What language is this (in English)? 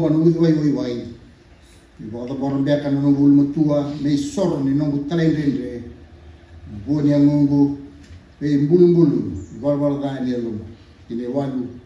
Fijian